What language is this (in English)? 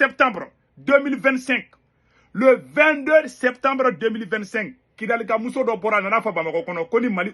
Bambara